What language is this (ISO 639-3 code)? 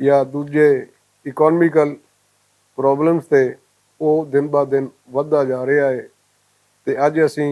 lah